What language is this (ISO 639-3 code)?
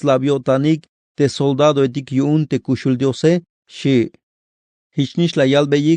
tzh